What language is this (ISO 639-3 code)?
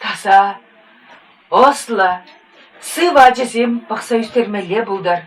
chv